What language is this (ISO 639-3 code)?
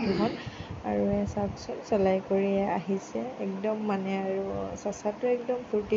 asm